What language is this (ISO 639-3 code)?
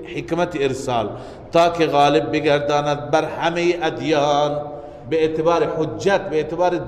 fas